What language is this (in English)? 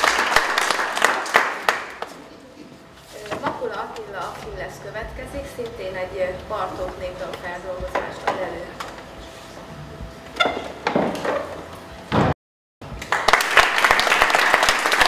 Hungarian